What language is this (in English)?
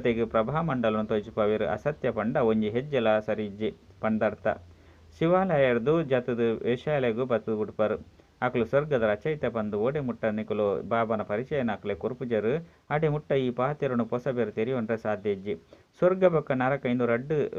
Tulu